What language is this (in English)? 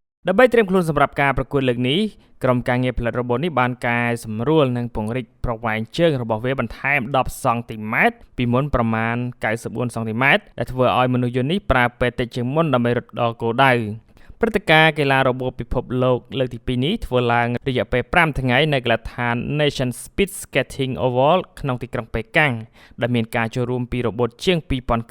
Khmer